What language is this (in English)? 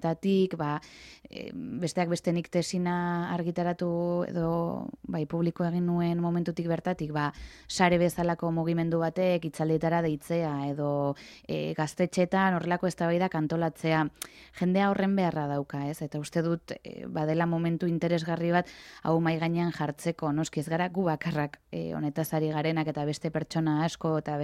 Basque